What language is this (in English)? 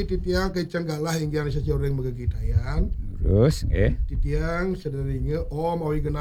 Balinese